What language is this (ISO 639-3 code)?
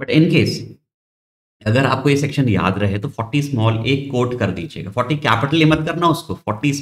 hin